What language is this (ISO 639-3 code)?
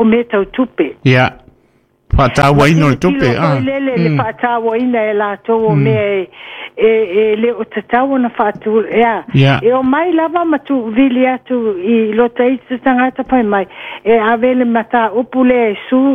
smo